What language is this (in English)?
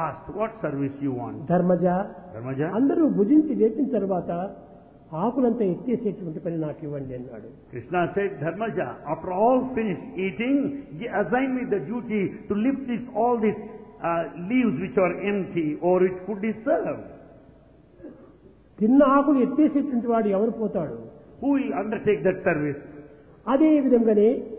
Telugu